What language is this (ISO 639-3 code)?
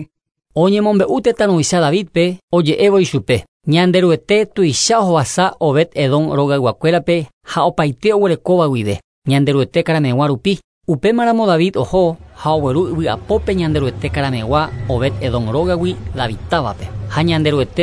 grn